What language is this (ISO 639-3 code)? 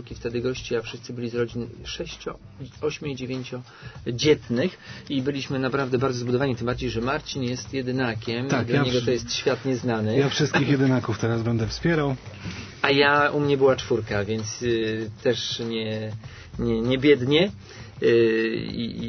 pol